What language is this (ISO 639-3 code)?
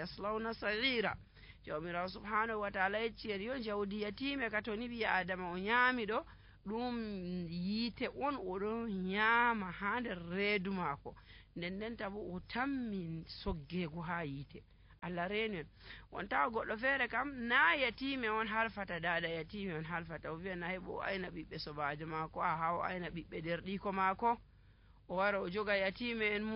fuv